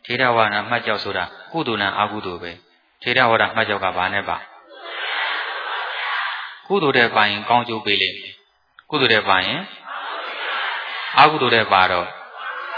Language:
Burmese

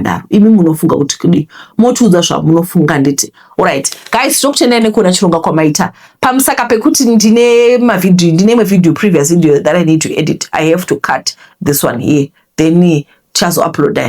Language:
Shona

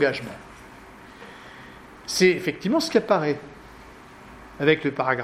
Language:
French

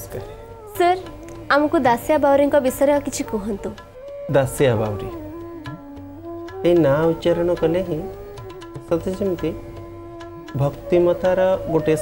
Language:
Odia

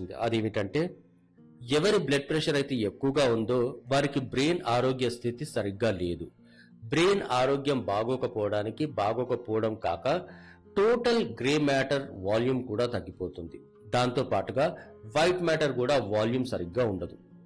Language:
Telugu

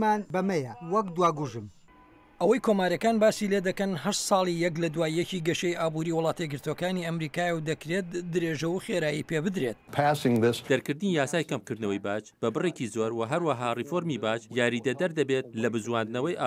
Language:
Central Kurdish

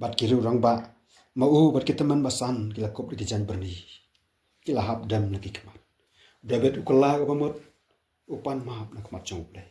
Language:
Khasi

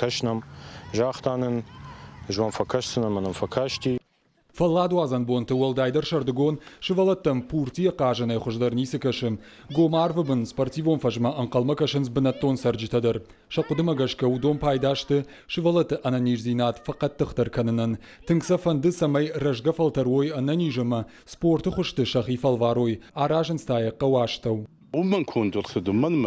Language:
Ossetic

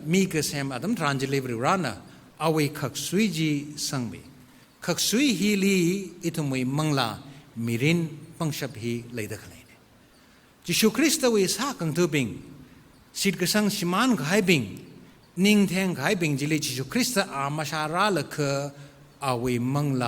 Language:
Tangkhul Naga (India)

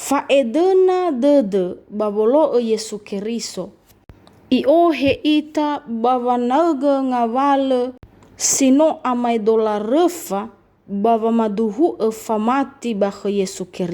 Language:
Nias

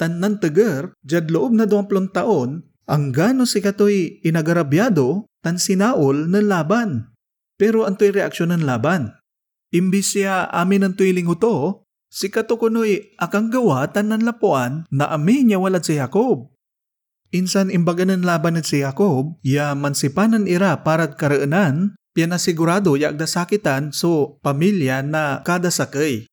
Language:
Pangasinan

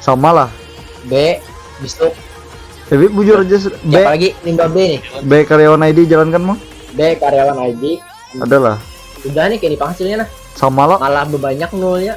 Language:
Banjar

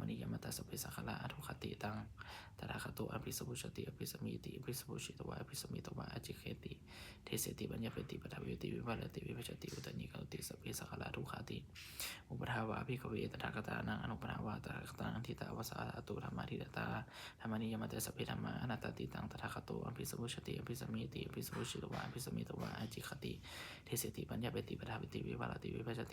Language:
Pali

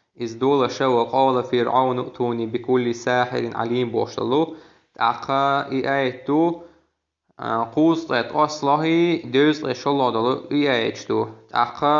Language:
Chechen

